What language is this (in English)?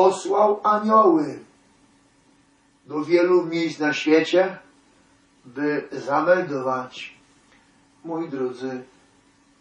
Polish